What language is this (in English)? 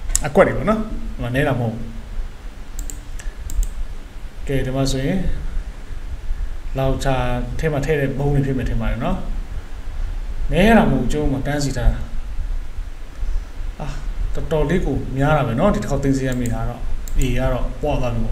Burmese